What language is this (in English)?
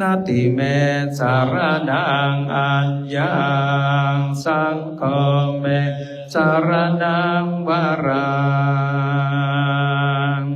Pali